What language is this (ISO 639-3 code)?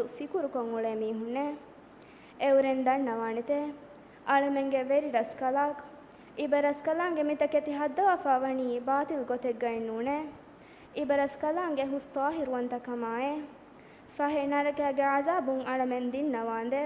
div